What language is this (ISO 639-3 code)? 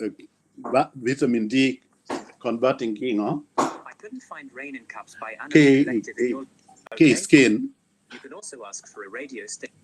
ach